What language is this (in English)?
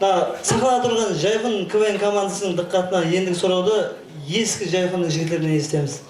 Kara-Kalpak